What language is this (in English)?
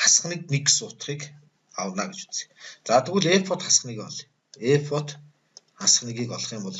Mongolian